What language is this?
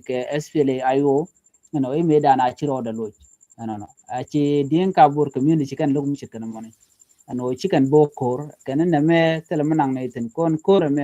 Nuer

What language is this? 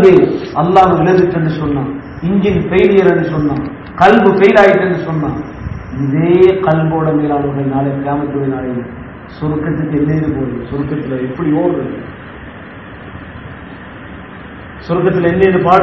Tamil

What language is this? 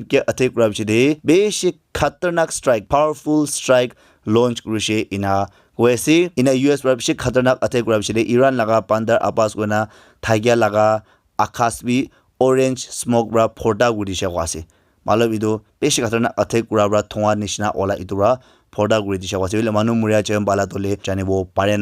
Naga Pidgin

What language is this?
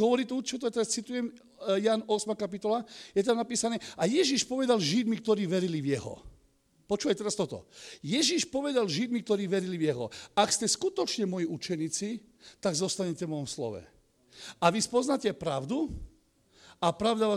Slovak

